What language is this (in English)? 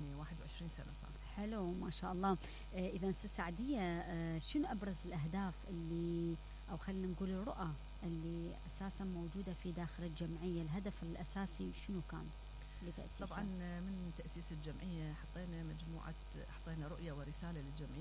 Mesopotamian Arabic